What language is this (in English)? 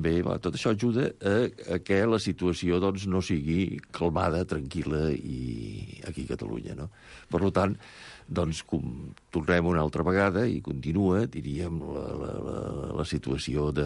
Catalan